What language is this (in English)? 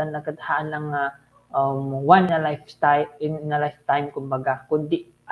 Iloko